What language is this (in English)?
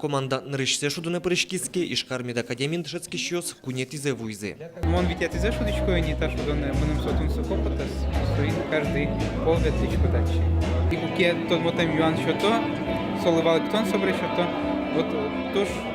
Udmurt